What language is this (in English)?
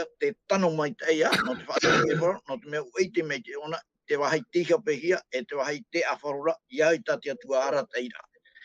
Tahitian